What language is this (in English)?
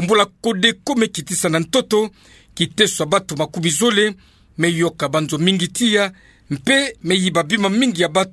Kituba (Democratic Republic of Congo)